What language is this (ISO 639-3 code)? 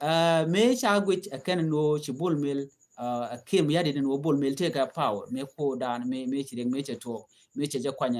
nus